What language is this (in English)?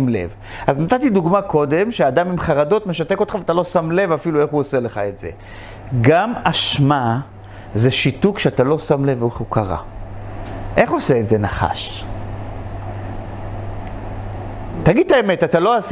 Hebrew